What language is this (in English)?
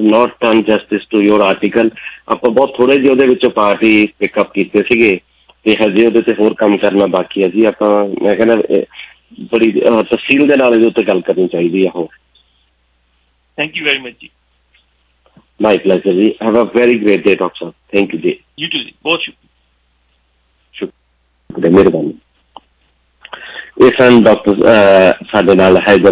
Punjabi